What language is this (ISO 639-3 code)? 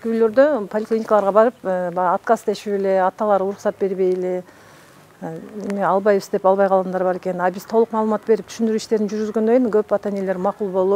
kir